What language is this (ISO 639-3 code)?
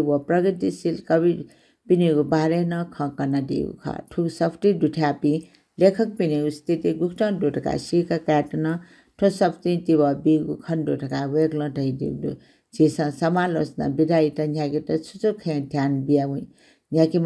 new